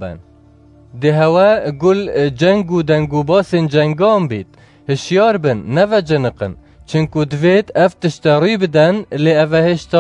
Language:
Kurdish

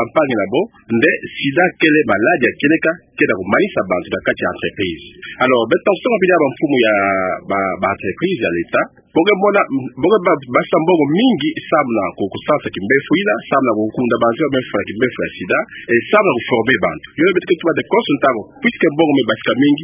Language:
Kituba (Democratic Republic of Congo)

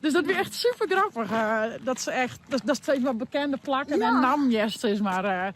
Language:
Western Frisian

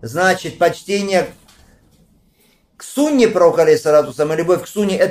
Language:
Russian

